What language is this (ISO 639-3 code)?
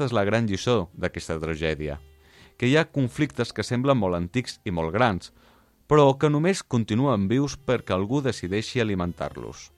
cat